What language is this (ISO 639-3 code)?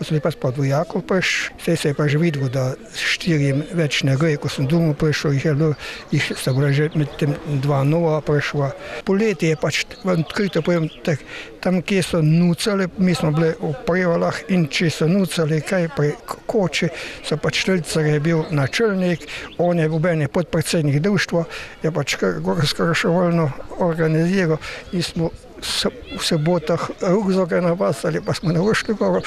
slv